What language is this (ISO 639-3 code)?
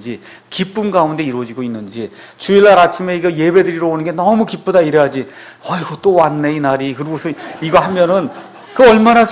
kor